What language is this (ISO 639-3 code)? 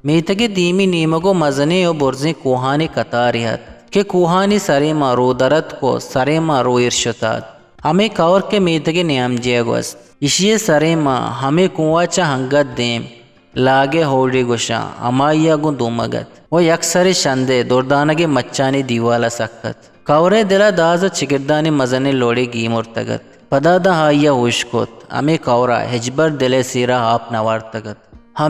bgp